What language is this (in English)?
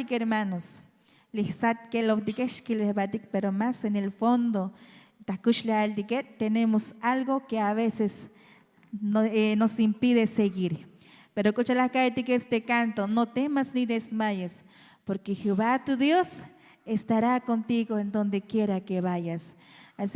Tzotzil